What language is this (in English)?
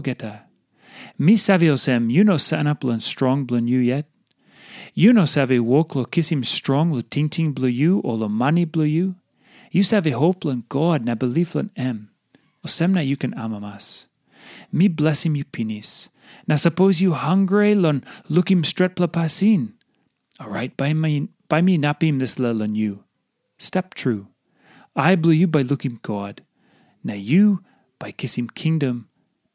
Tok Pisin